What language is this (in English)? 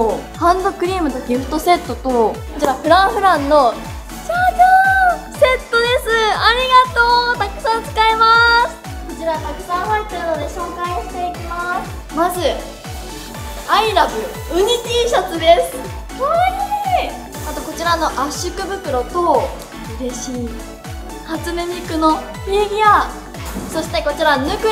Japanese